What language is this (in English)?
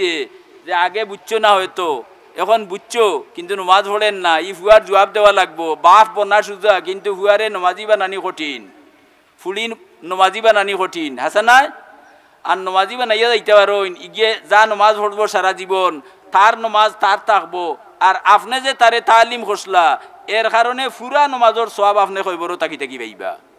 Sylheti